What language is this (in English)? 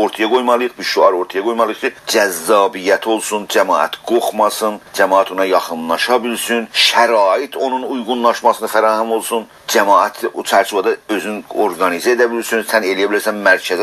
South Azerbaijani